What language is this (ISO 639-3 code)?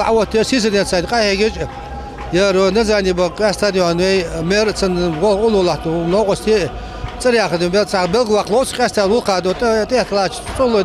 inh